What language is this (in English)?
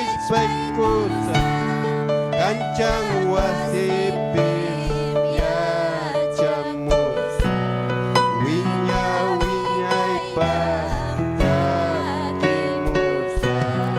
Ayacucho Quechua